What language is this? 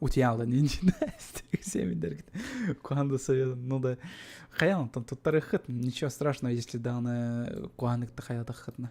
Yakut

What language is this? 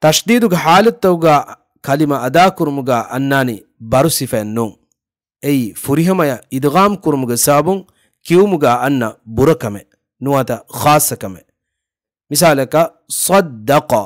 Divehi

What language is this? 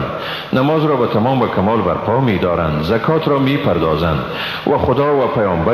Persian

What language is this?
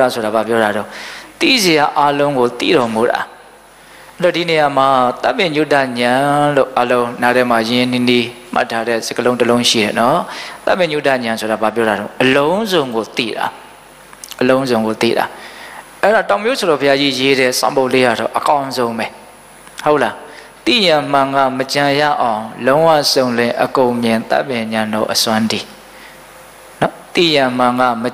Burmese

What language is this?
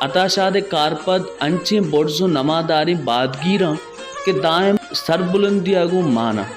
Baluchi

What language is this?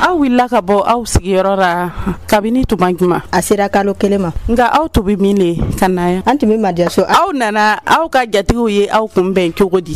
Dyula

